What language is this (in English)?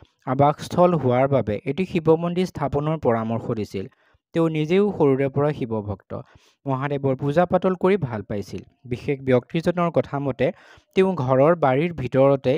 Assamese